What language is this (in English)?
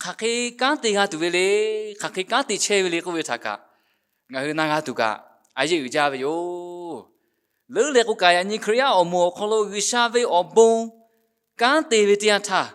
Lahu